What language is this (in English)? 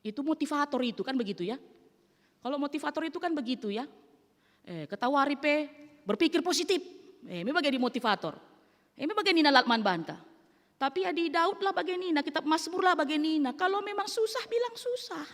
Batak Karo